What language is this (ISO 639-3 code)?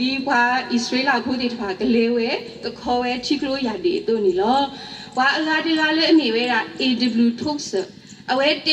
ksw